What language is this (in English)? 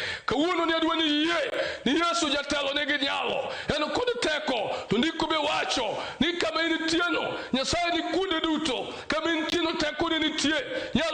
Luo (Kenya and Tanzania)